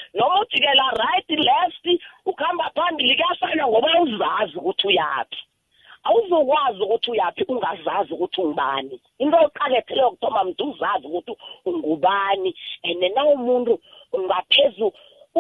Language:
South Ndebele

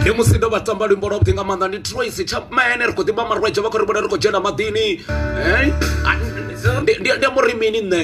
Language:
Venda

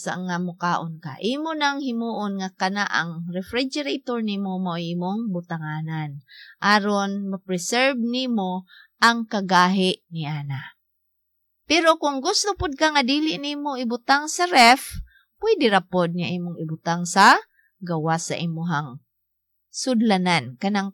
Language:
Cebuano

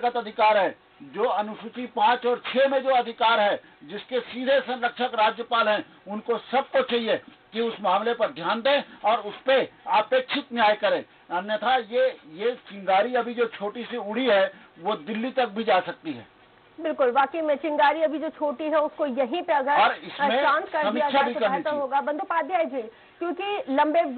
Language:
Hindi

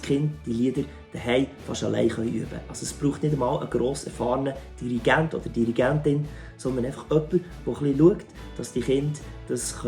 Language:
Swiss German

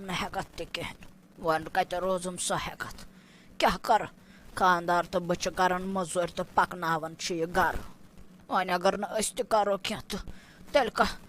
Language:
Kashmiri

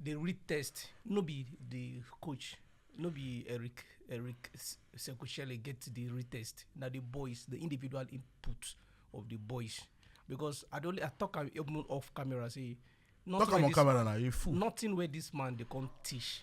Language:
Nigerian Pidgin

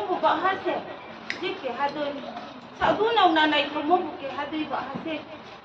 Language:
Riang (India)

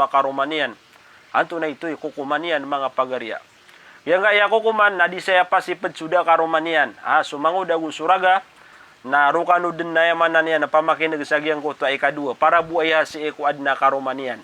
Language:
Maranao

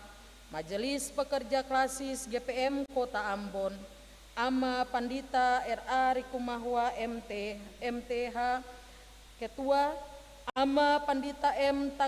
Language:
Ambonese Malay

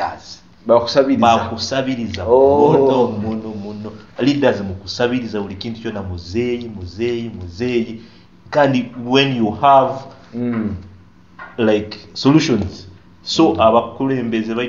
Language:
Nyoro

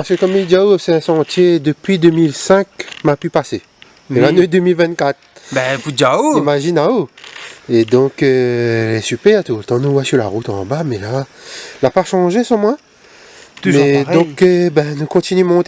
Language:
Réunion Creole French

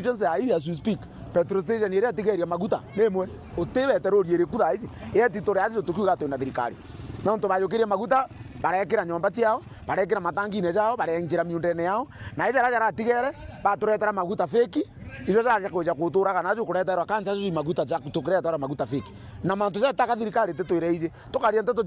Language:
Meru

